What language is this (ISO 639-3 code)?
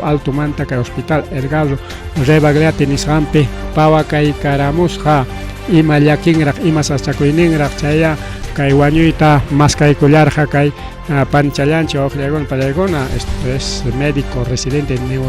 quy